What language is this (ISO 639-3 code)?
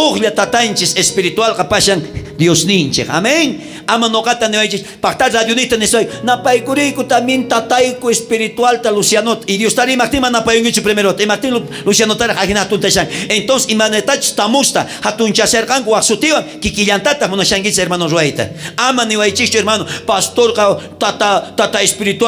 quh